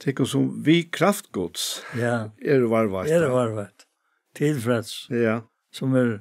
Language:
Faroese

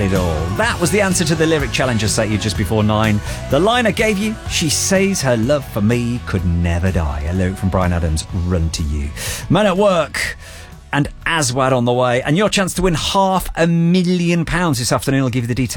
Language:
English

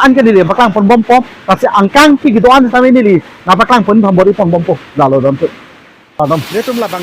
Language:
Karbi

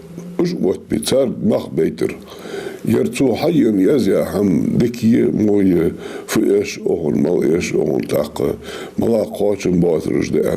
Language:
Ingush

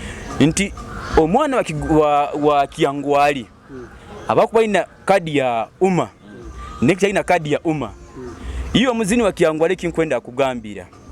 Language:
Nyoro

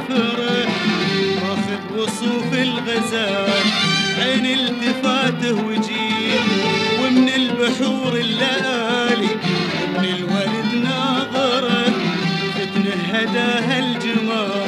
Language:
Arabic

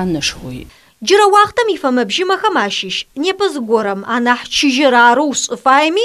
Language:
Adyghe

